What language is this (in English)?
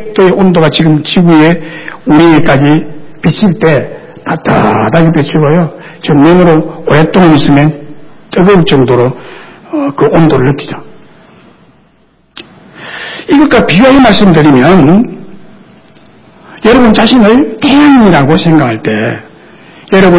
Korean